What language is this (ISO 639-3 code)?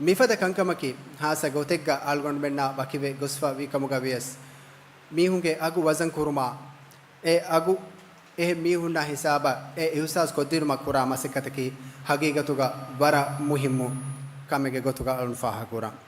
div